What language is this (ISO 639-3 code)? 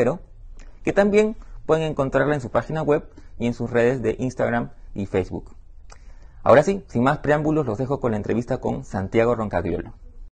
spa